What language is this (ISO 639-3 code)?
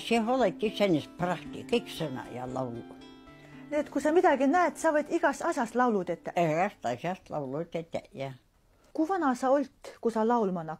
est